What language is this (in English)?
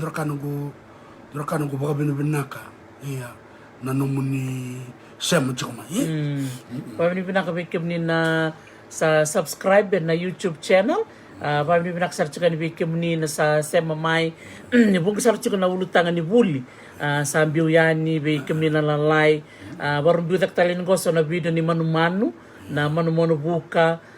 Fijian